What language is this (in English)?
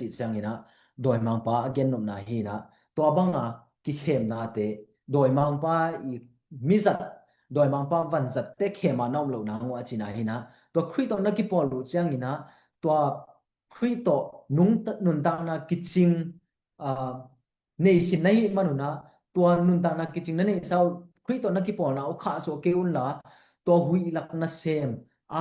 Tedim Chin